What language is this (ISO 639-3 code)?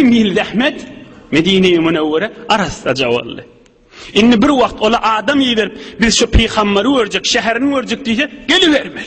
tuk